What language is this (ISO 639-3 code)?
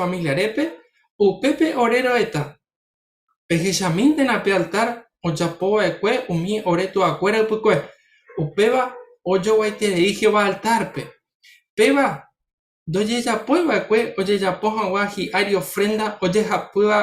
grn